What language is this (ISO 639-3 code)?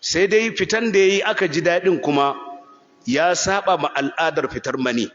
hau